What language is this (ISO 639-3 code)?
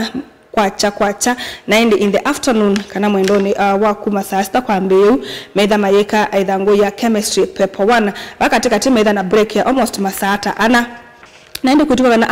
kam